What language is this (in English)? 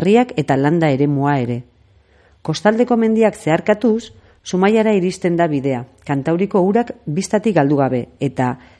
Basque